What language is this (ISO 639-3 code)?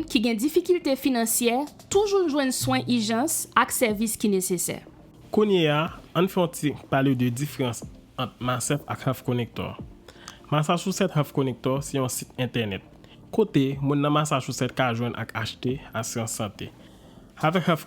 hat